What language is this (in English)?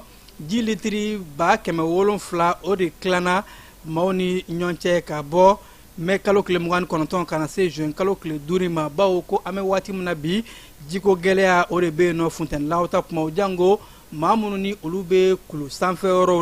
Bambara